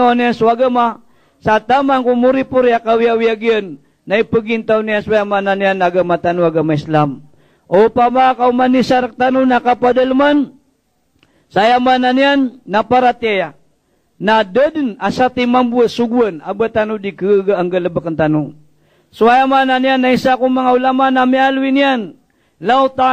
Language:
Maranao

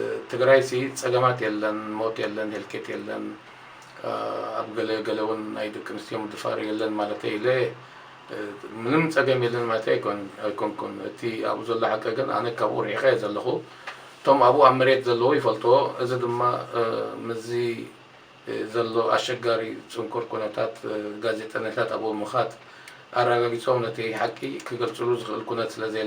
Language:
Tigrinya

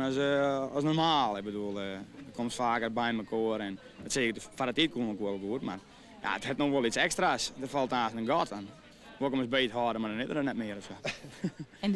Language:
Western Frisian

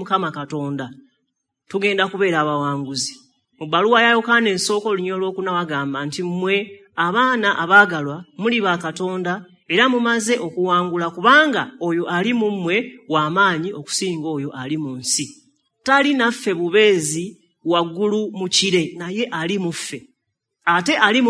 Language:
Ganda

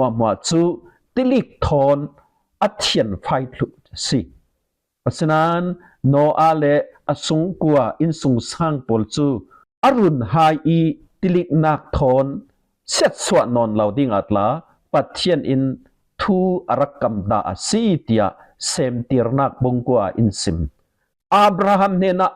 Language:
Falam Chin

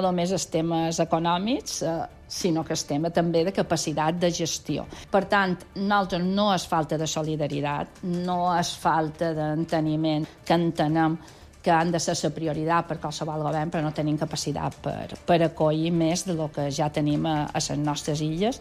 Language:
Catalan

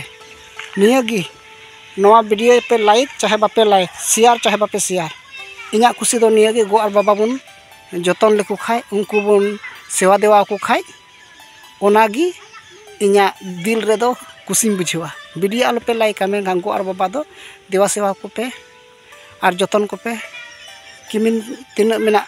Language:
Santali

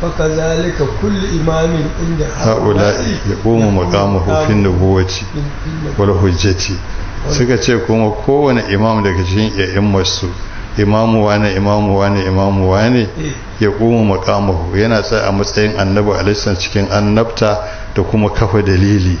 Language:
Hausa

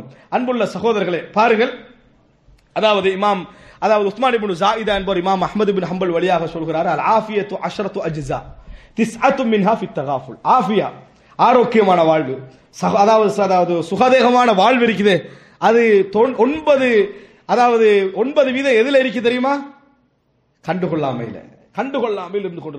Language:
Tamil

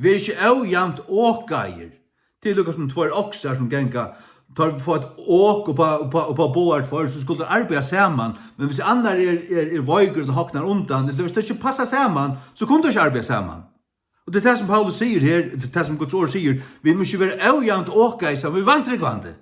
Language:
Faroese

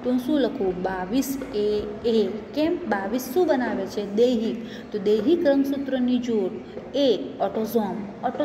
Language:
Gujarati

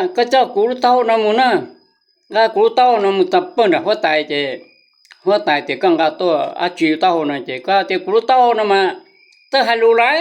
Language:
Hmong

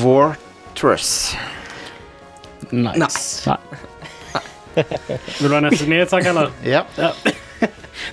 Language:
Norwegian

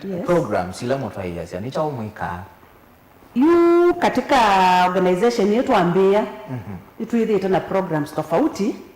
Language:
Kamba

